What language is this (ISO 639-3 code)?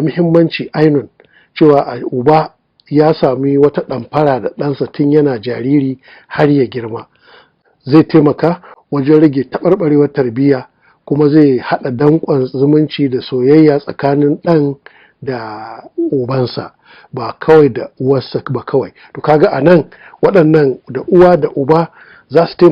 hau